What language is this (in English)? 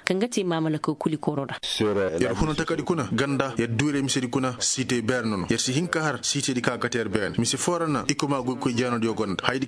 Koyraboro Senni